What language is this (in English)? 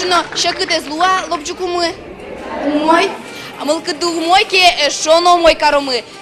Udmurt